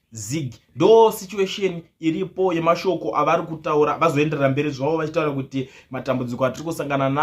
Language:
Shona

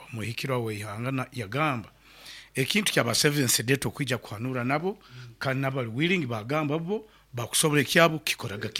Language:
Nyankole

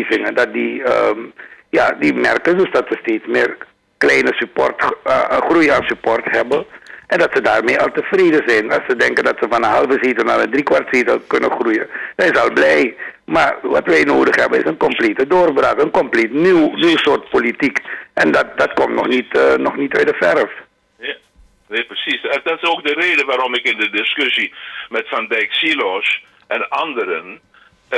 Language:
Dutch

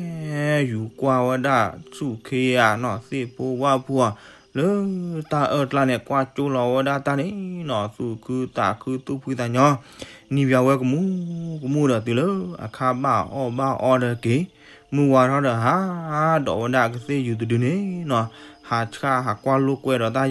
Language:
S'gaw Karen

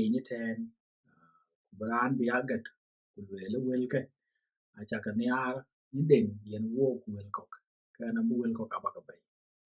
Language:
Dinka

